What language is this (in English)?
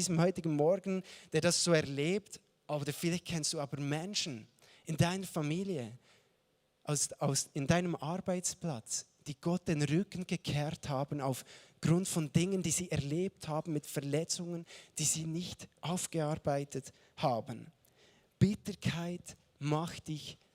Swiss German